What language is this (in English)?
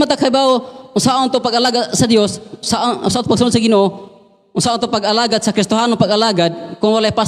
Cebuano